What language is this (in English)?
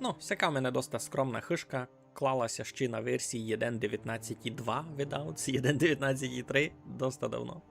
Rusyn